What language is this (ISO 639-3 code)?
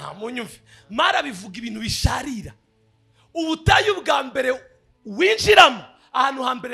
kin